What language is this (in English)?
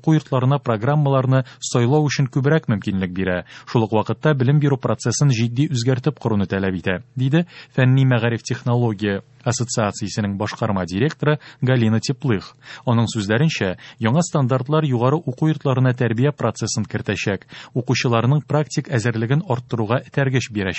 Tatar